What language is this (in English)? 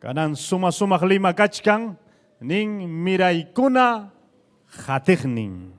Ayacucho Quechua